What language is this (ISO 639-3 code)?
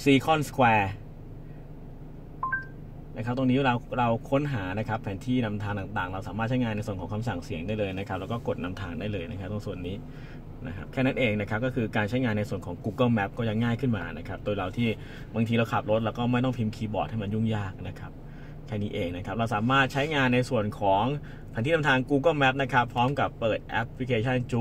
tha